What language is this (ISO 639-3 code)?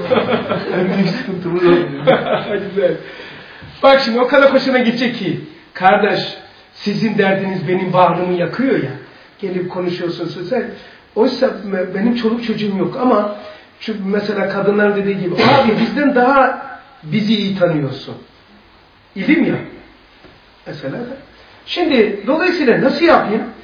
tur